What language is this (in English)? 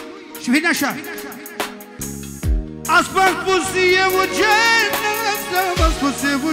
Romanian